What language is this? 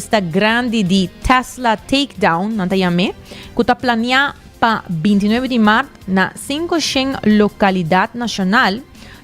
Papiamento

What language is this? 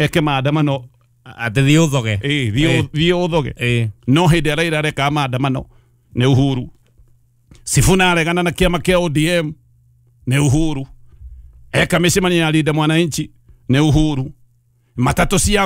Kikuyu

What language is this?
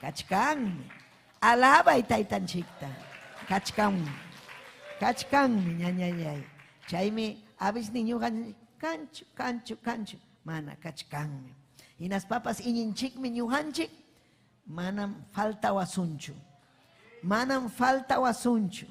Ayacucho Quechua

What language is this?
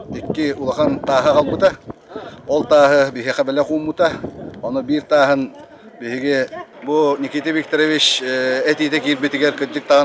Yakut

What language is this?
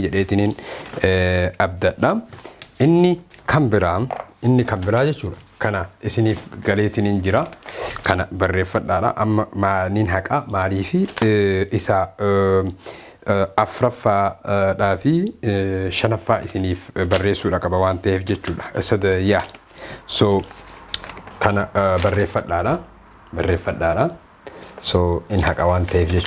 Oromo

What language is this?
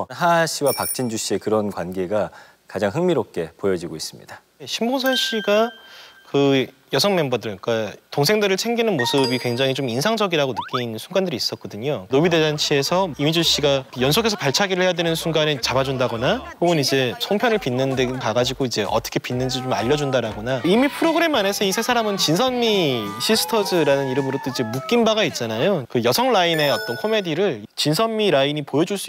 Korean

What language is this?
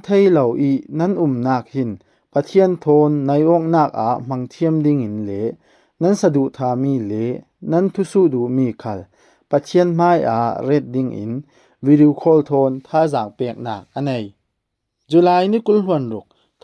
Falam Chin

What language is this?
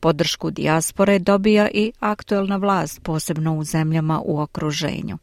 Serbian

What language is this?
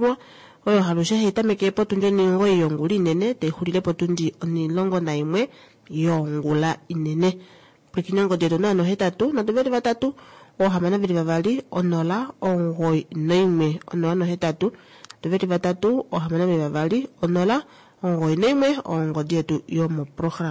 Kuanyama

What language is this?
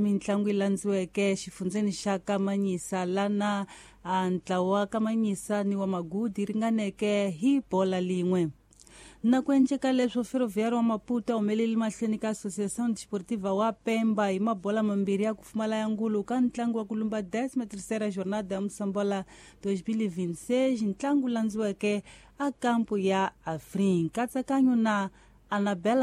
Tsonga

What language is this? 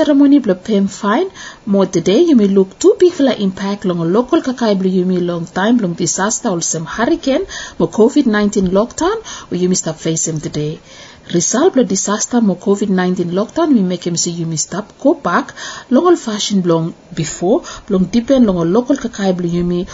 Bislama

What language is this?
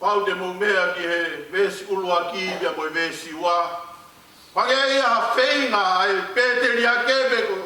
Tongan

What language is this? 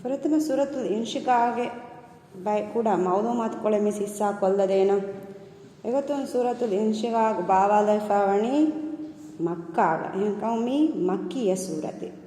Divehi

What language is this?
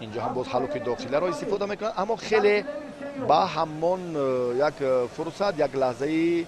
Tajik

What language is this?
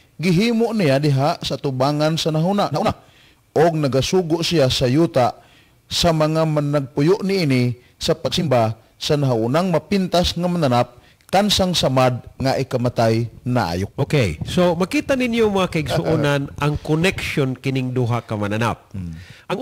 Cebuano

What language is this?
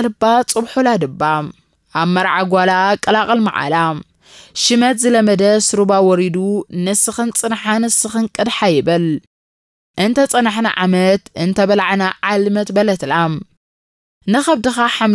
Tigrinya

